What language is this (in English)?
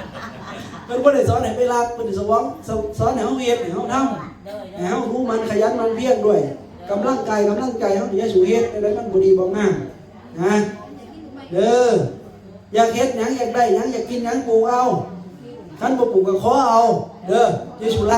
Lao